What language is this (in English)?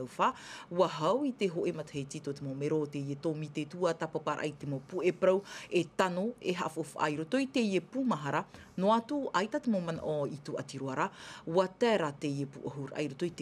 Tahitian